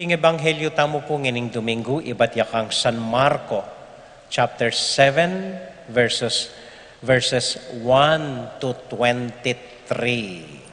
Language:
Pampanga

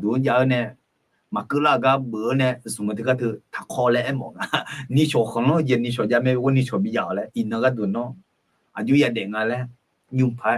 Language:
Akha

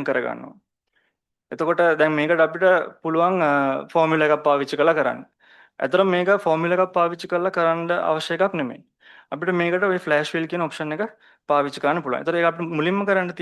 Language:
Sinhala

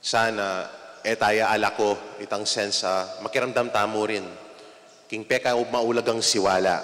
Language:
Pampanga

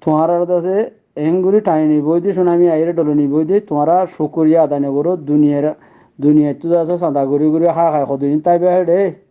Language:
Rohingya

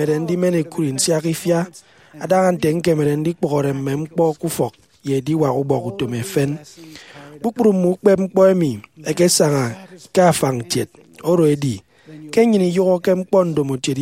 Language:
Efik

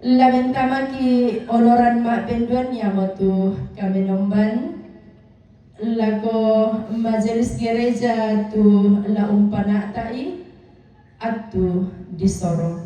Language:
Toraja-Sa'dan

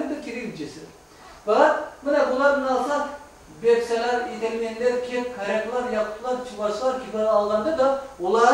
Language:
Crimean Tatar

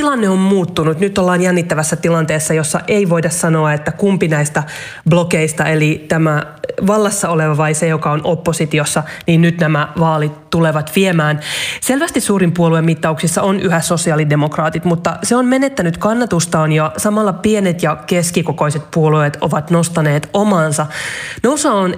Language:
Finnish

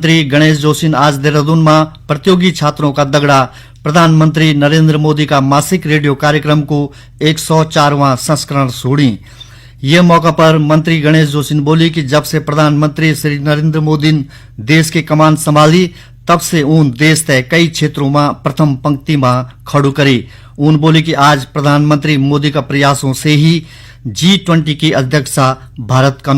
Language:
Garhwali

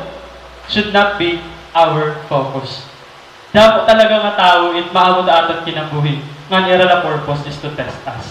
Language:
Waray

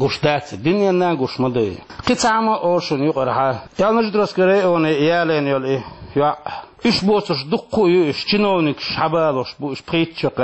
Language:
Chechen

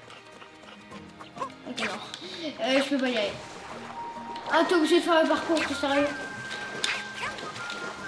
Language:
French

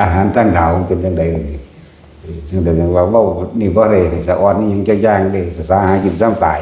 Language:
Northeastern Thai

